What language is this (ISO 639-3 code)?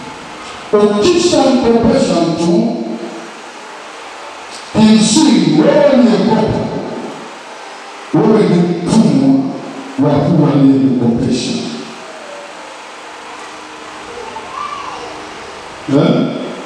swa